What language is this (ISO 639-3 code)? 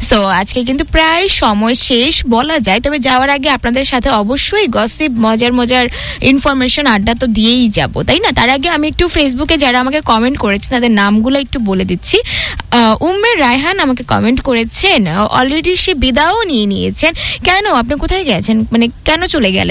ben